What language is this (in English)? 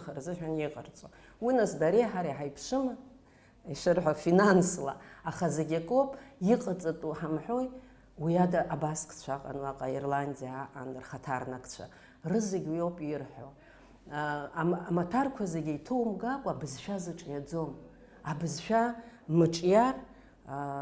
Abkhazian